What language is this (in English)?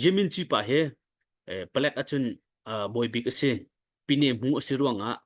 Hakha Chin